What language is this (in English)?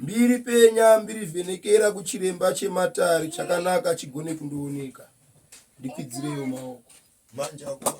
Shona